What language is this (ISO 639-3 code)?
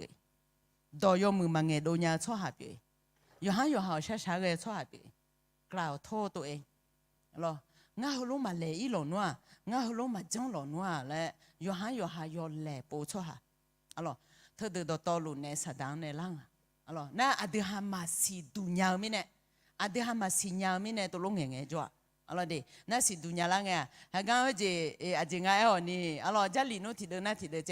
ahk